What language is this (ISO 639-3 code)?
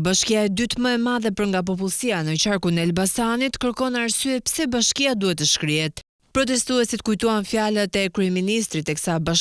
sqi